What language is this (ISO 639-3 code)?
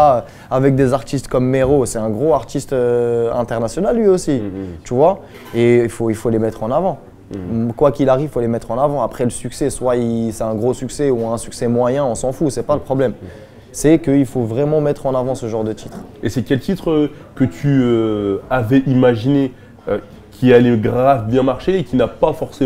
fra